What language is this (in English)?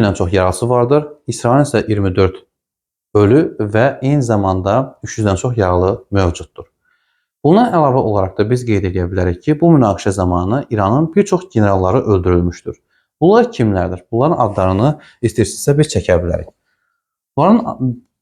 Azerbaijani